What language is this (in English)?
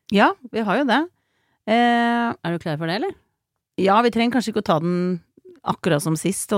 Norwegian